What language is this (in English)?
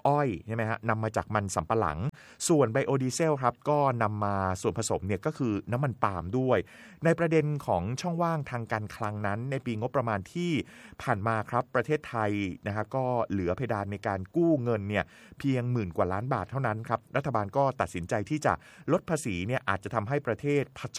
Thai